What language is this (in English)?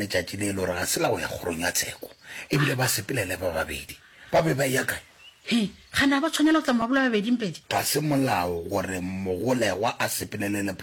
Northern Sotho